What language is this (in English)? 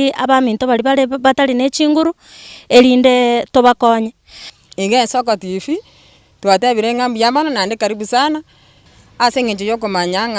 Gusii